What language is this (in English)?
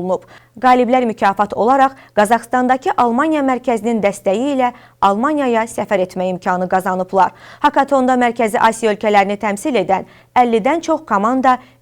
Azerbaijani